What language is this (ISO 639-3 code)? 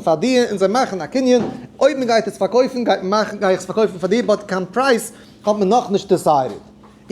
yid